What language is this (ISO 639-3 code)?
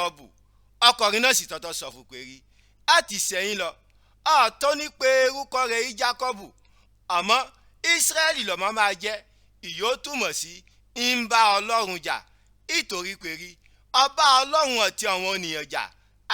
yor